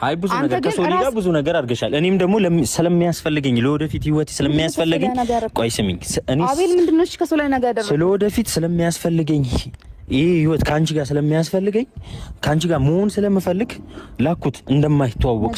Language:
Amharic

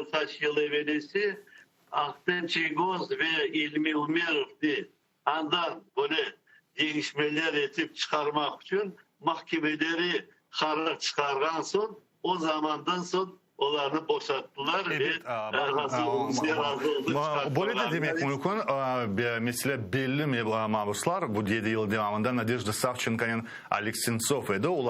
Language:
Crimean Tatar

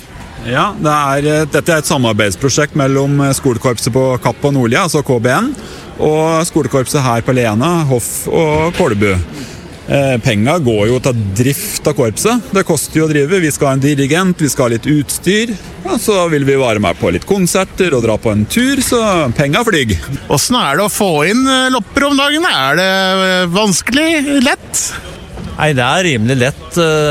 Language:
Norwegian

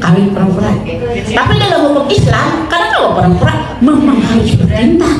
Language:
Banjar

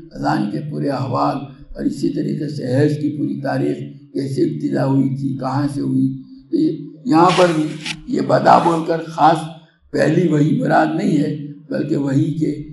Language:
Urdu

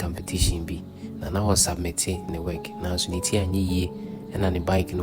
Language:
Akan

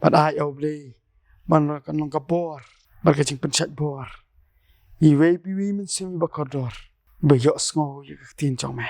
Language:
Khasi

